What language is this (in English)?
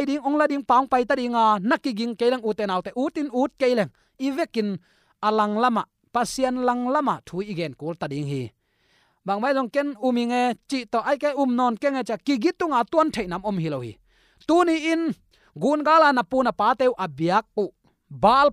Tedim Chin